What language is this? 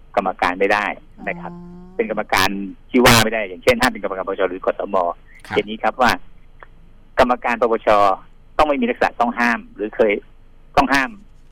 Thai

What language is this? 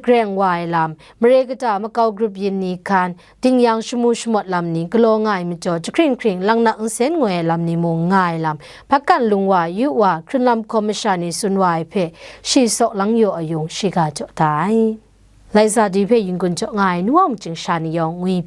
Kachin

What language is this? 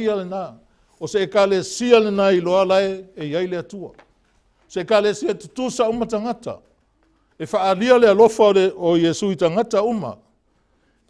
Samoan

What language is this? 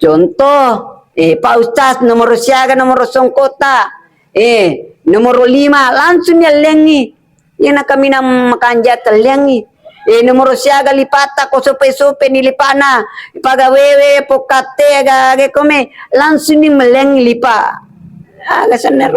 Buginese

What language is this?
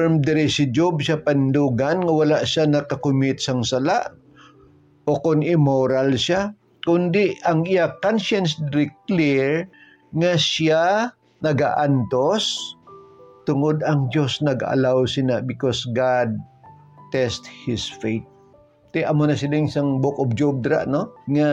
Hiligaynon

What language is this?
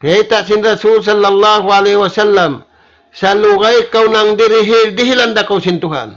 Tausug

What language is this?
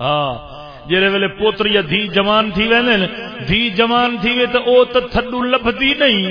Saraiki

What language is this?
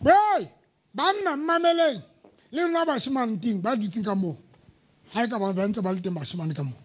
Southern Sotho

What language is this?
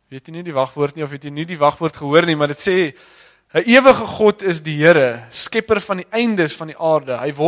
Afrikaans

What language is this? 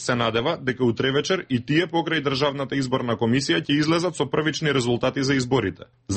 Macedonian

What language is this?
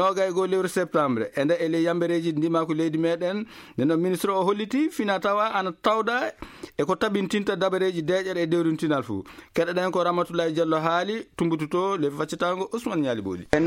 Fula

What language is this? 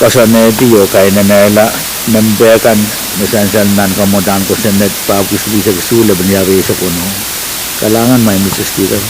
Pohnpeian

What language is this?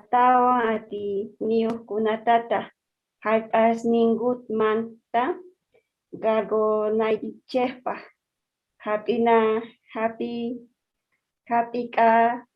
Quechua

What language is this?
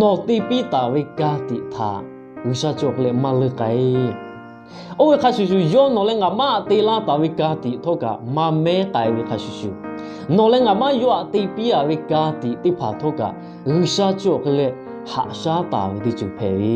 Lahu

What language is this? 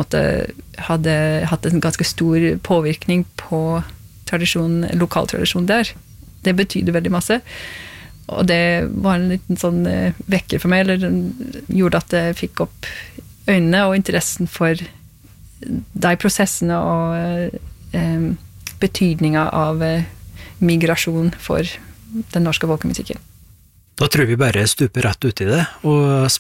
Norwegian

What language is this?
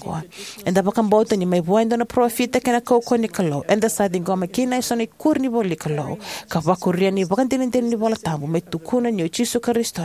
Fijian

